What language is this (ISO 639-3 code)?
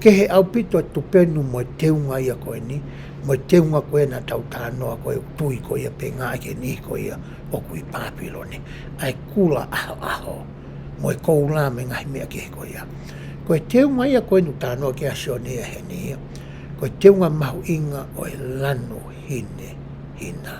ton